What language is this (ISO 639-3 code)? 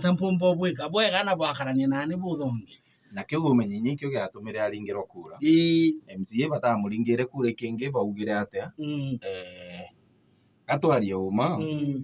mer